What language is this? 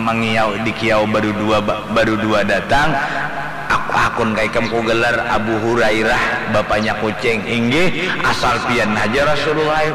Banjar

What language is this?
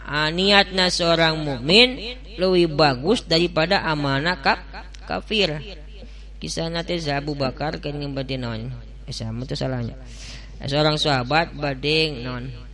Sundanese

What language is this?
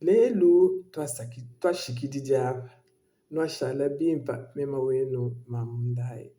Luba-Lulua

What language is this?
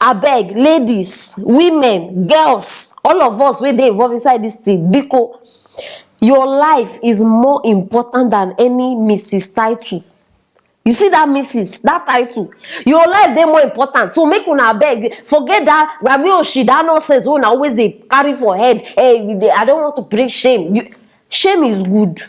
Nigerian Pidgin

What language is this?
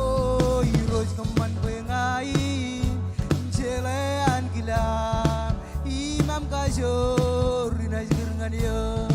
Marshallese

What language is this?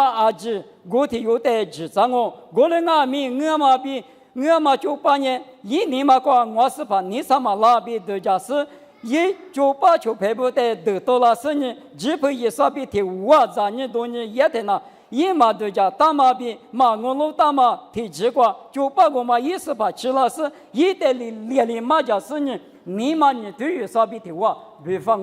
Lisu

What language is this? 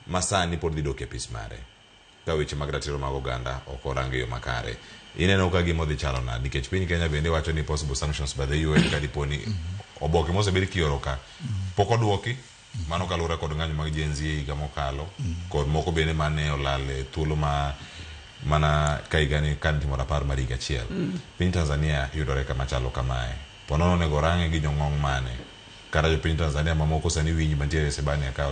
Luo (Kenya and Tanzania)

